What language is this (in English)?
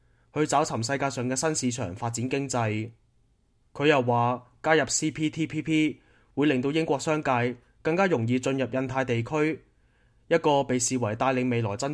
Cantonese